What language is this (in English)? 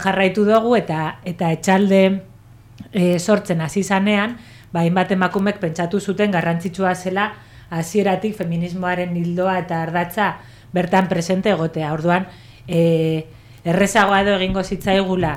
Basque